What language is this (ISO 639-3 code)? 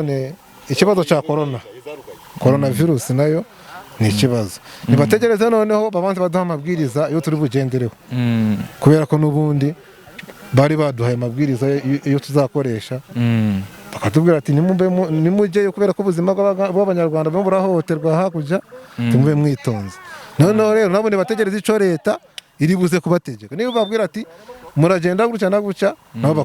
kin